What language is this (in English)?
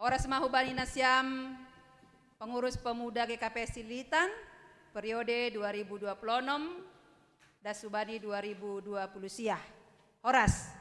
Batak Simalungun